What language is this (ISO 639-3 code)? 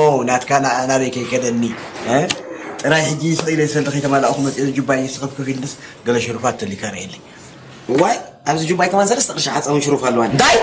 tir